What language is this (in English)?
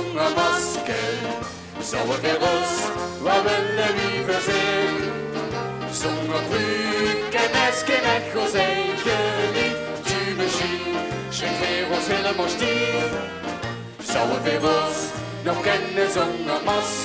Limburgish